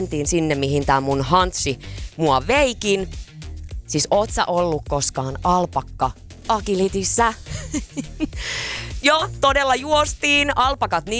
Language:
Finnish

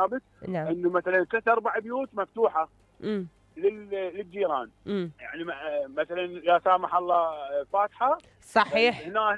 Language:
Mesopotamian Arabic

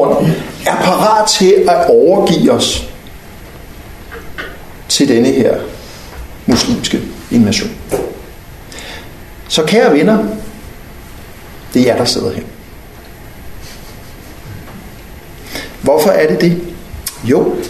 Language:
Danish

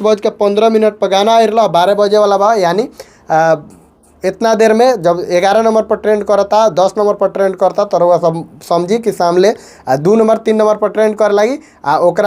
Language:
Bhojpuri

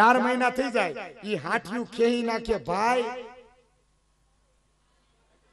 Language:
Gujarati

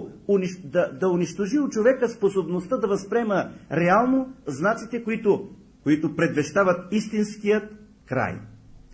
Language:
Bulgarian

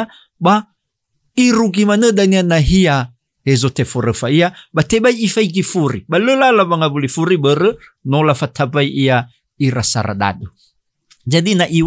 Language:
Nias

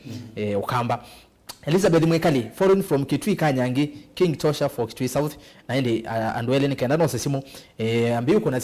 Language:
Kamba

